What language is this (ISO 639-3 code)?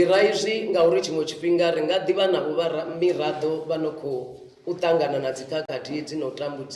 ven